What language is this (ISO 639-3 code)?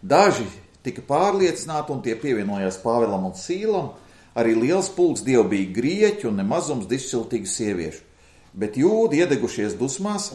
lav